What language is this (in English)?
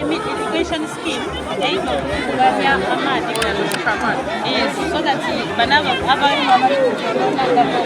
Soga